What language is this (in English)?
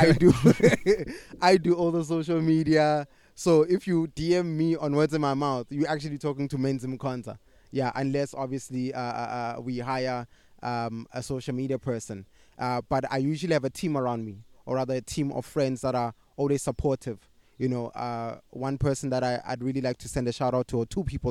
English